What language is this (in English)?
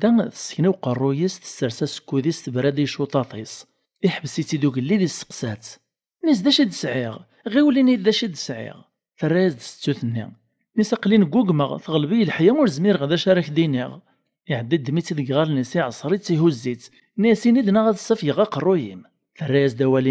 Kabyle